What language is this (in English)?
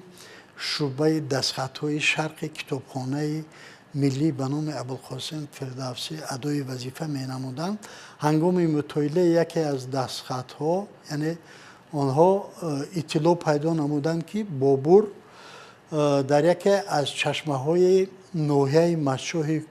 Tajik